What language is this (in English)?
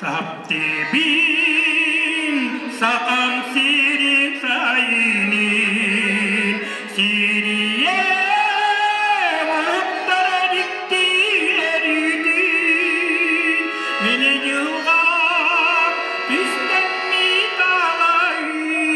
Yakut